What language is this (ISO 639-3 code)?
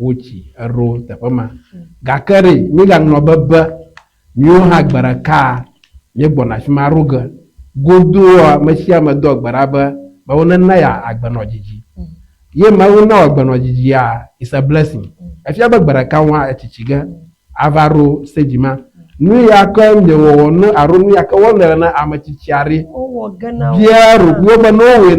ewe